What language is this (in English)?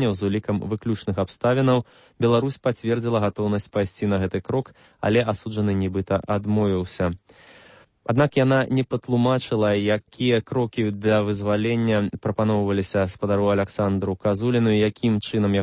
Belarusian